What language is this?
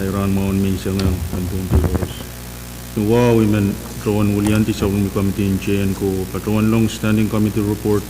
Pohnpeian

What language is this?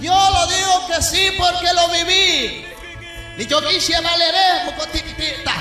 Kekchí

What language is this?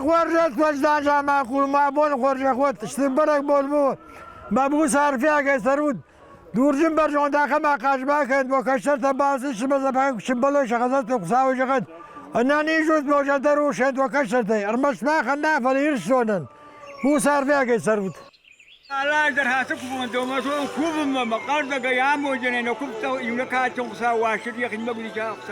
Ossetic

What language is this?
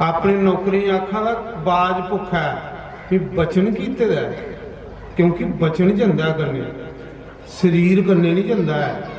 Dogri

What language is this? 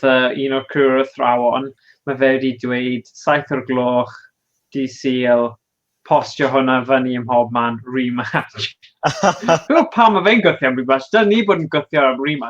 Welsh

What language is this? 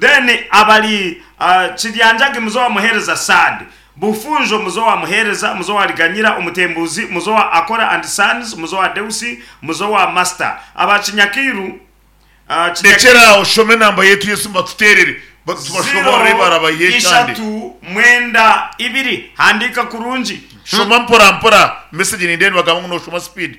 Nyankole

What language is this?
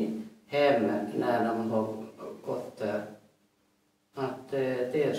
Swedish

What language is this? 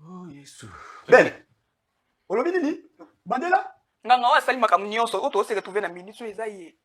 Lingala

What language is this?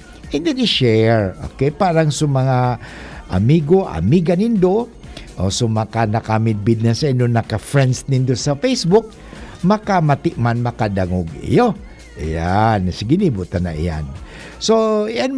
Bikol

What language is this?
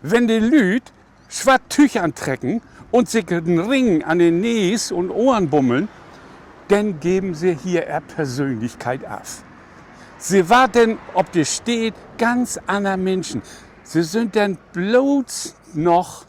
Low German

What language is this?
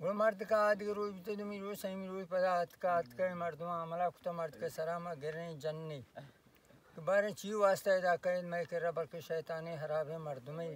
Baluchi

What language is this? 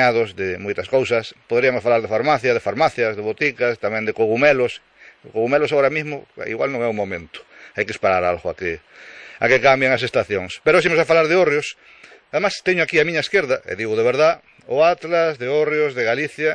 Galician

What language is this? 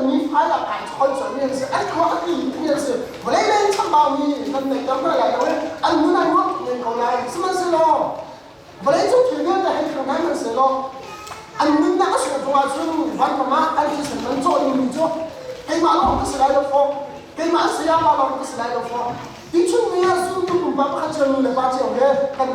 Hakha Chin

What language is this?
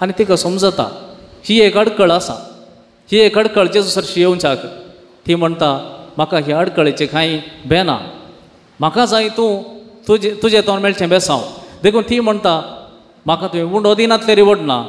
Konkani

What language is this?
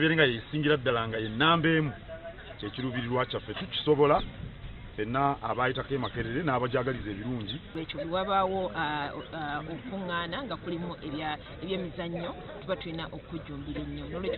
Ganda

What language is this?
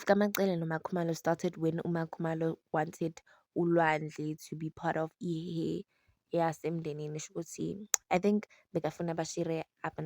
Zulu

